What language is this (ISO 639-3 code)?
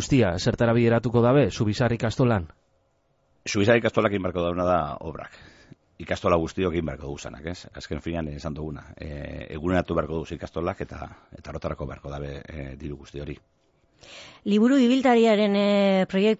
eus